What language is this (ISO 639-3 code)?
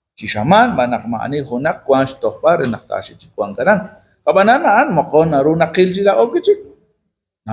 kek